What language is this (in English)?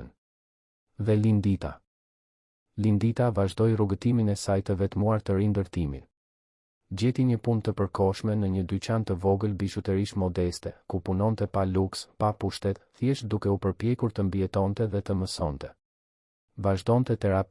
Albanian